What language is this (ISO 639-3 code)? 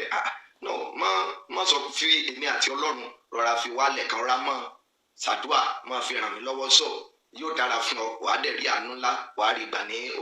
yor